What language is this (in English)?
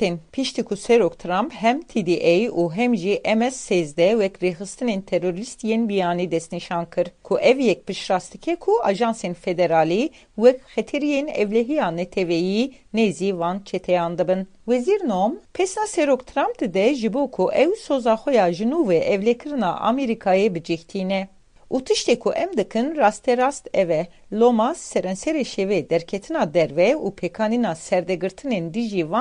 Kurdish